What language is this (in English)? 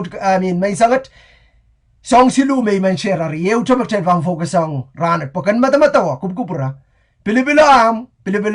Pohnpeian